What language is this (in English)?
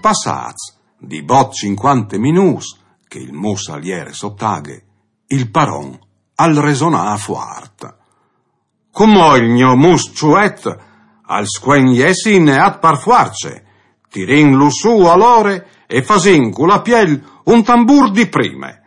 Friulian